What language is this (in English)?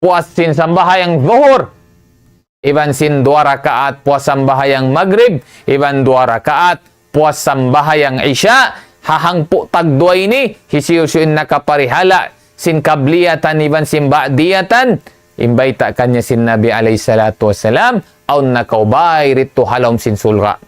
Tausug